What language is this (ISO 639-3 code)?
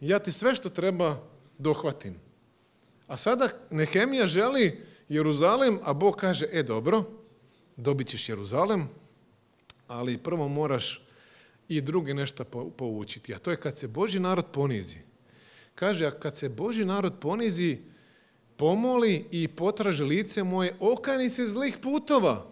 hrv